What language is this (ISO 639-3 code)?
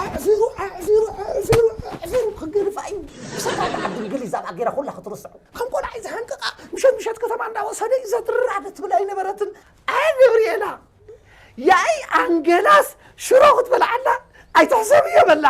tir